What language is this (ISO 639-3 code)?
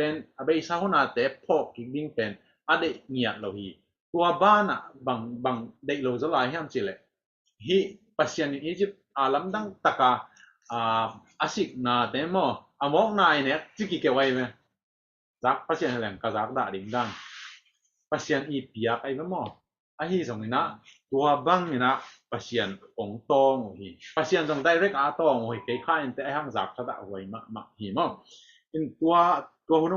ctd